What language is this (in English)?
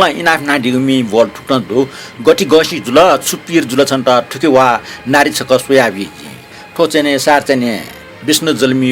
Newari